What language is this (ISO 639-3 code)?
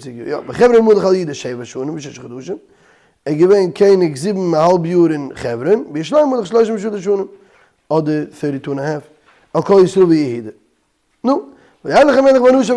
yid